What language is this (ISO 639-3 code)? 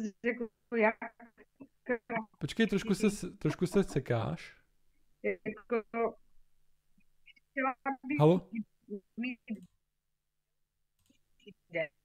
ces